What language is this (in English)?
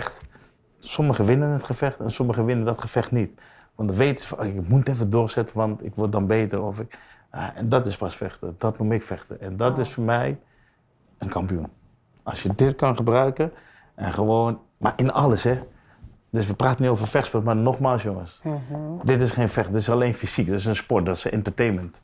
Dutch